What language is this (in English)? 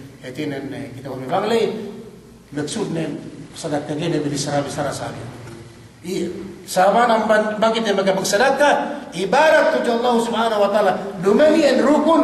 Yakan